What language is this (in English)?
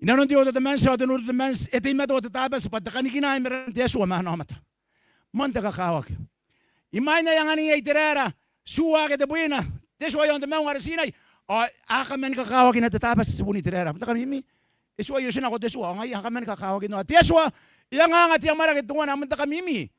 Gilbertese